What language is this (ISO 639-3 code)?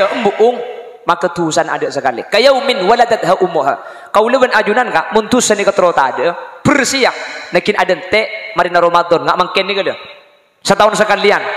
mad